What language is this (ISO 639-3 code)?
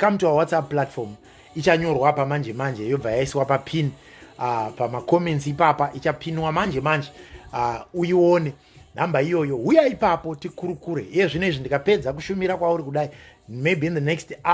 sna